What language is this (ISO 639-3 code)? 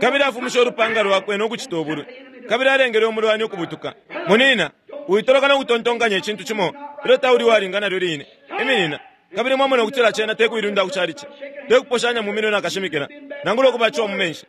bem